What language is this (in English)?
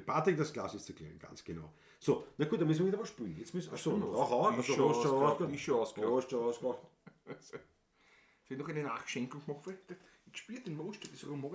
Bavarian